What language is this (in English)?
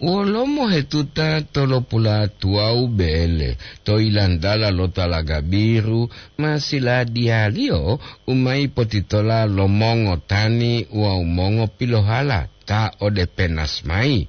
Gorontalo